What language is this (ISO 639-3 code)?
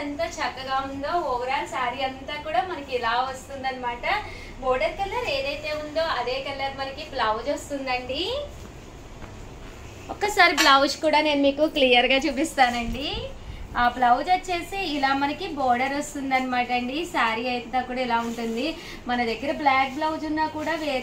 tel